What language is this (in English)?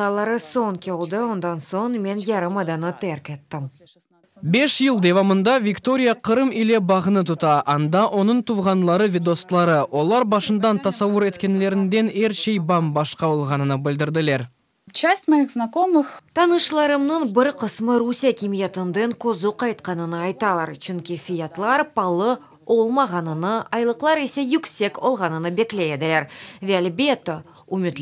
Crimean Tatar